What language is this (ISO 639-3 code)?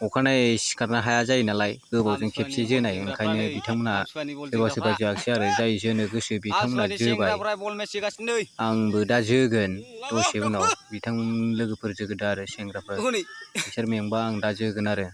brx